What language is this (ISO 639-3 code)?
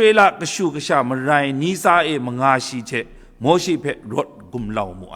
kac